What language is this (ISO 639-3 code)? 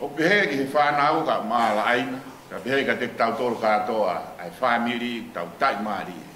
ton